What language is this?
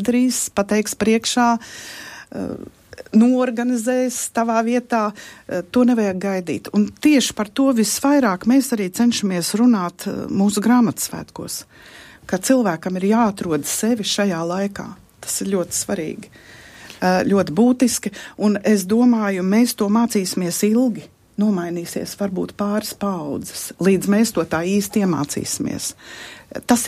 Latvian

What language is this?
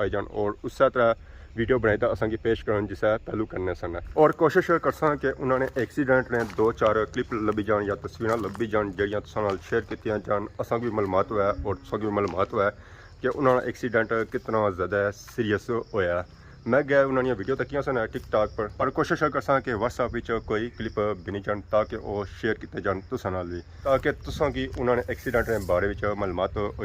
Pahari-Potwari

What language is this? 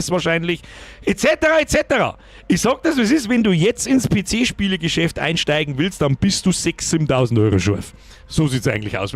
Bavarian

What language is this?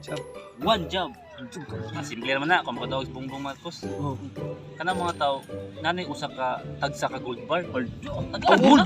Cebuano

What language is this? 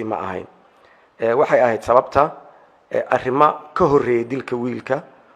Somali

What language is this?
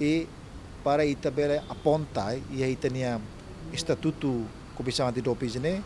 Tetum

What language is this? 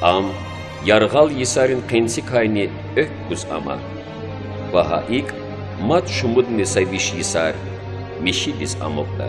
Lezghian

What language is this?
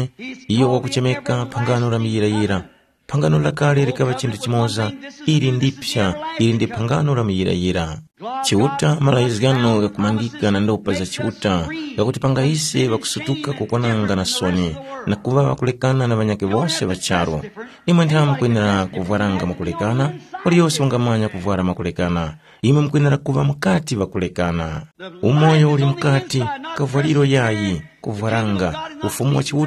Tumbuka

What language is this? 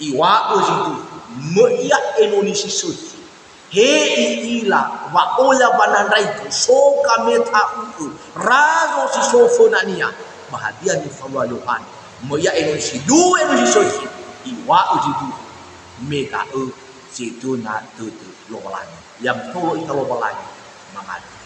Nias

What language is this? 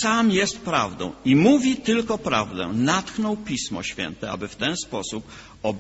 Polish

